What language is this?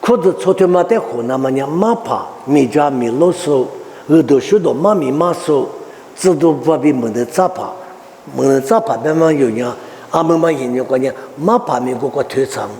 Lisu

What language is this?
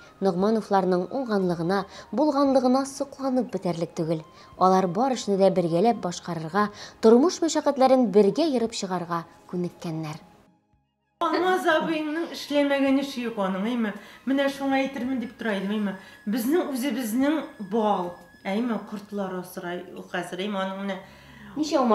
Tatar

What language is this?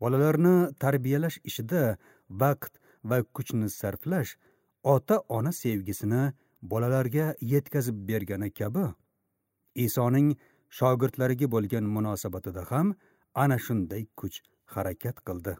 Uzbek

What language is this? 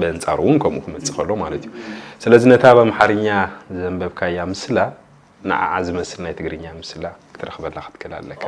Tigrinya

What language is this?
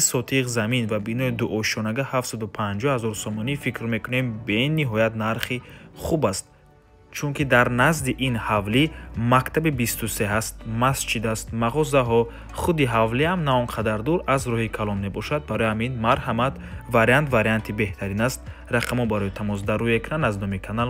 Tajik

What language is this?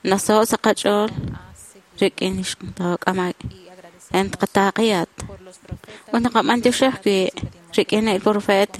Kekchí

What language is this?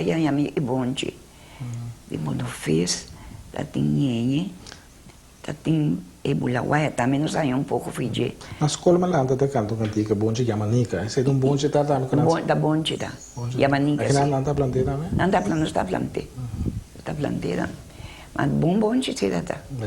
Papiamento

